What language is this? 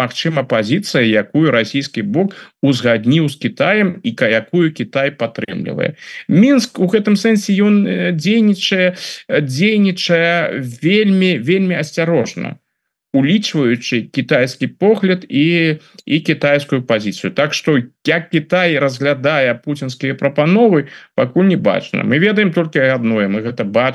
Belarusian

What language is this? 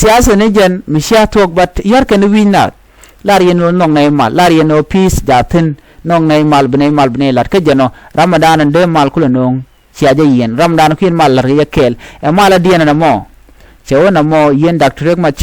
Nuer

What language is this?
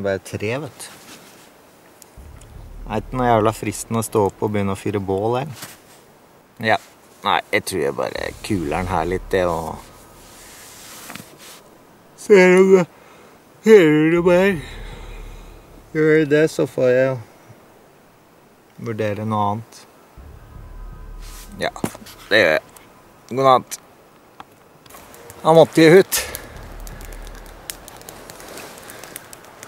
Norwegian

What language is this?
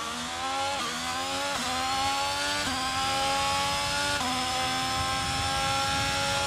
German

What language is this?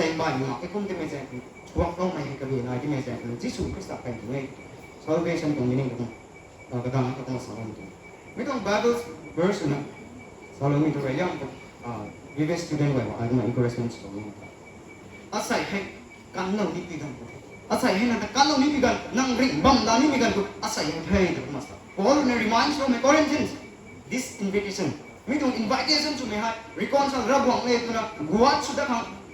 Rongmei Naga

